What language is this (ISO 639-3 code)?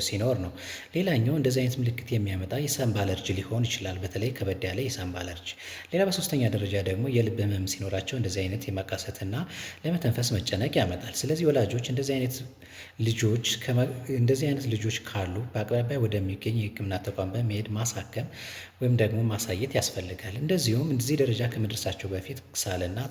amh